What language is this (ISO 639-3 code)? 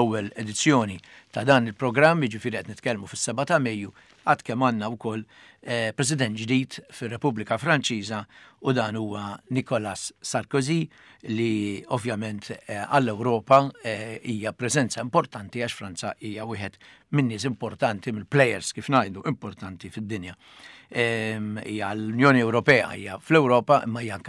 mlt